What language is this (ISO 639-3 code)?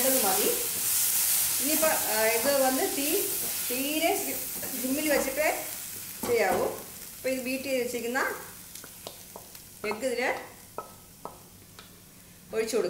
mal